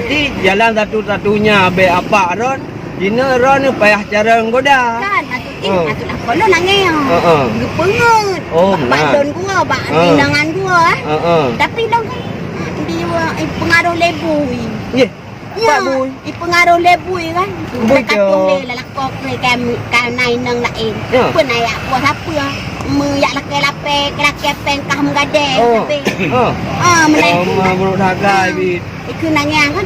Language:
Achinese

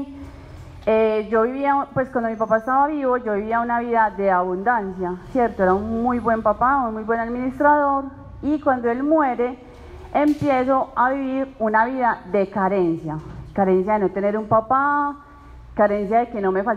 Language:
Spanish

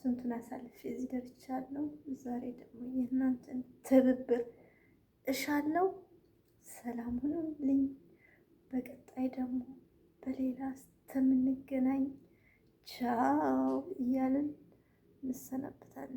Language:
Amharic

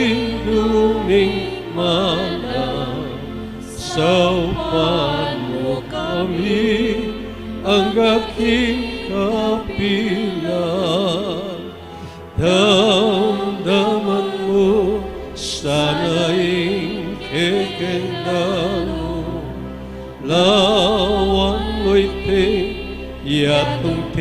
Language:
Pampanga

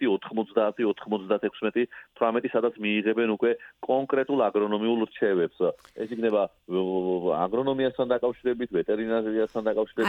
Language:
Georgian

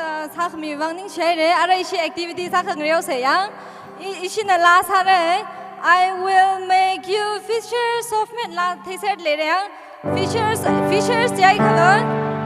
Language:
Tangkhul Naga (India)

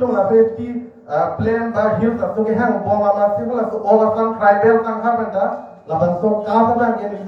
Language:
Karbi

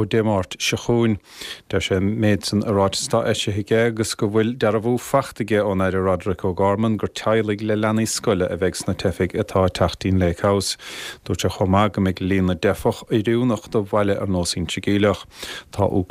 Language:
Irish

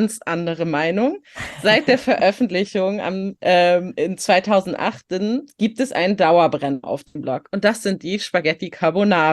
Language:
German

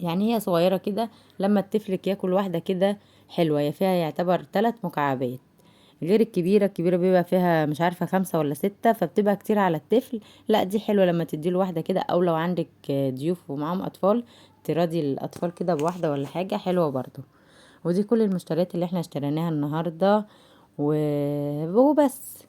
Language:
Egyptian Arabic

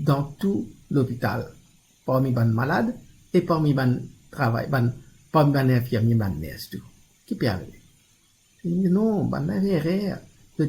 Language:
Morisyen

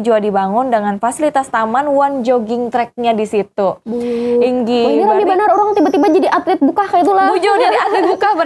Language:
Banjar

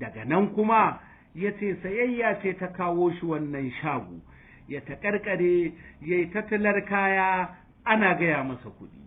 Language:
Hausa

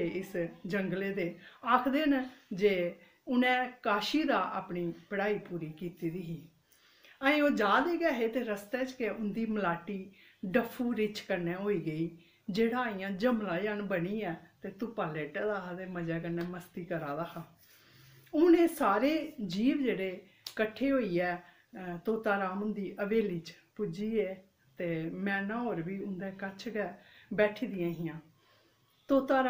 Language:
Dogri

